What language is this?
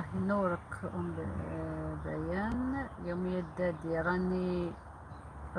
Algerian Arabic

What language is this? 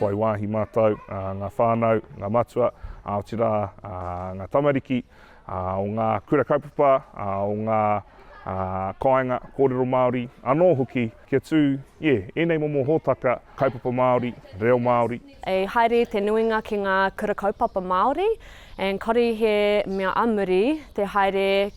Māori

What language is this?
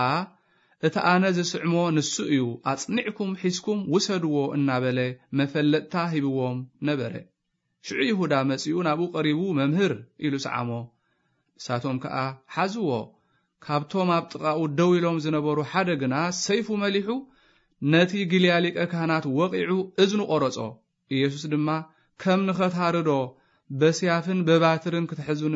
Tigrinya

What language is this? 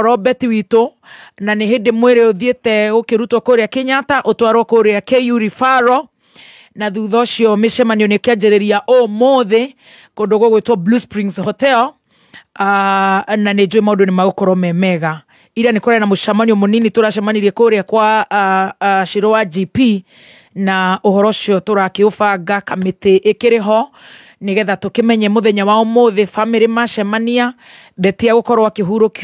Kikuyu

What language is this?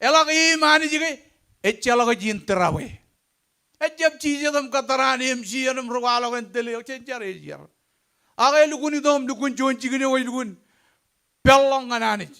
Marshallese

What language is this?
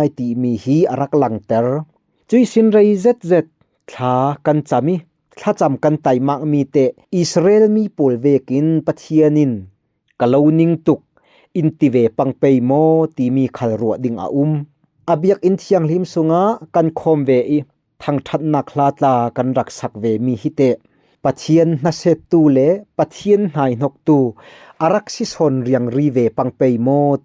Falam Chin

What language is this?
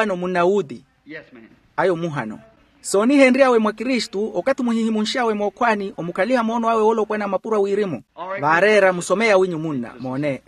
Makhuwa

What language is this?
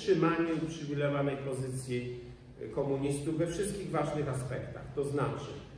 Polish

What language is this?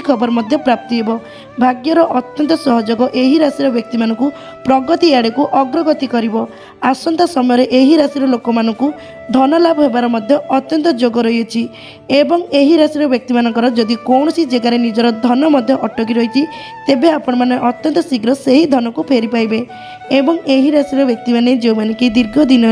Odia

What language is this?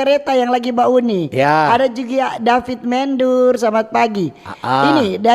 Manado Malay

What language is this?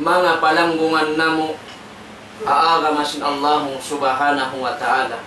Tausug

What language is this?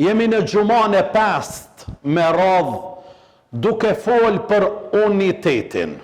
Albanian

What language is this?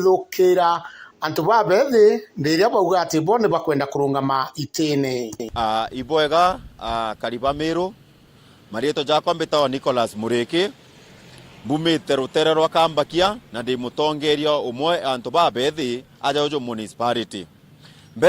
Meru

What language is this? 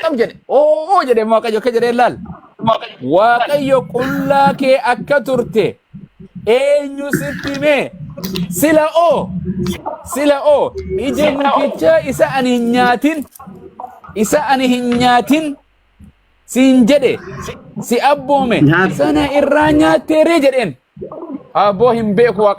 Oromo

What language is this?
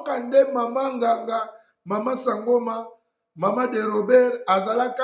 Lingala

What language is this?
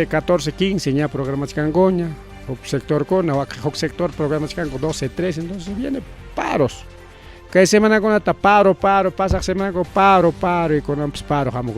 Ayacucho Quechua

